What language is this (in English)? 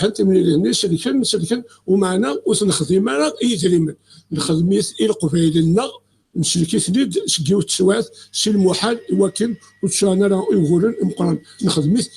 Kabyle